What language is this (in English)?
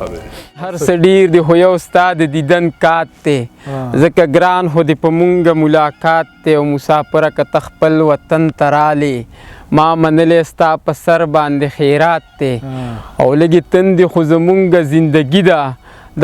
Pashto